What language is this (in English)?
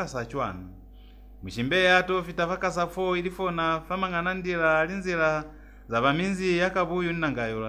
Lozi